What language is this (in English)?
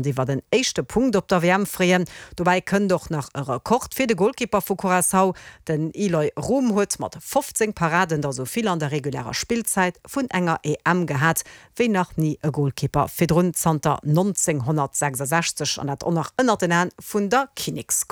Luxembourgish